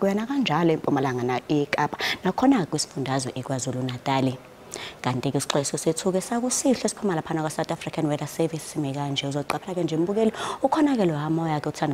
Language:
Zulu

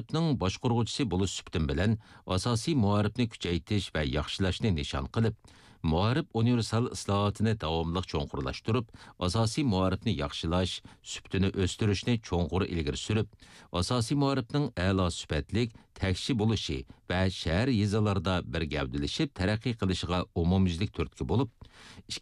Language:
Uyghur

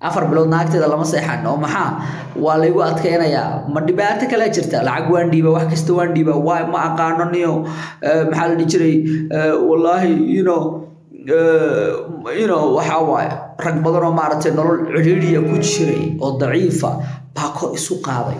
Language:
Somali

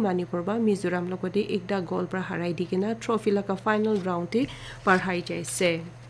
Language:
Naga Pidgin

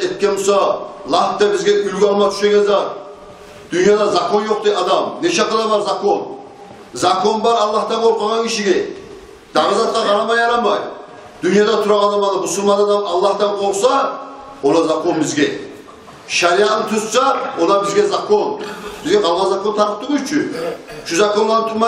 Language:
Kumyk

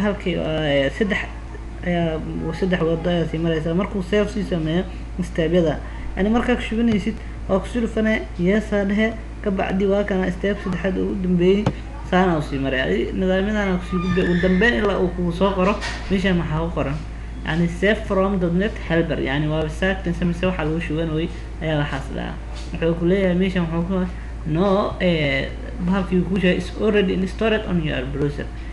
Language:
Somali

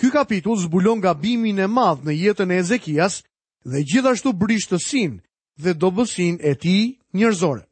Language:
Albanian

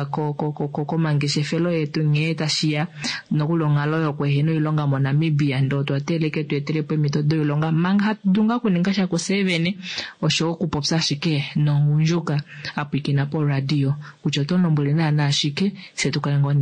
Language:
Kuanyama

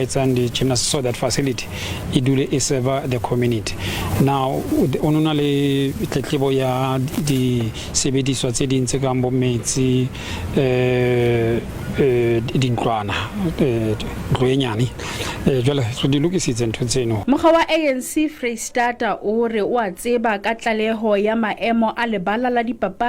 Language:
Southern Sotho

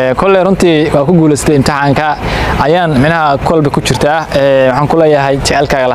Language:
Somali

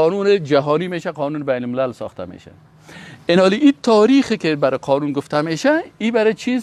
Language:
Persian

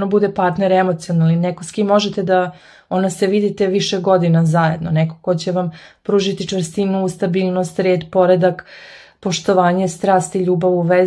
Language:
Serbian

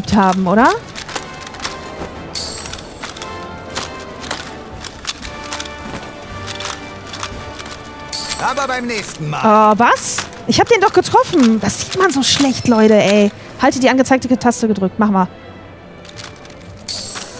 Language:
German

